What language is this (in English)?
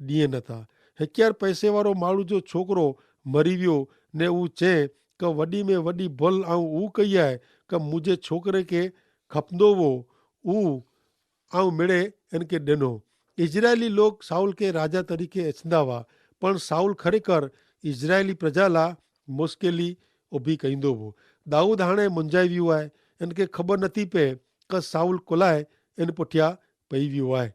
Kachhi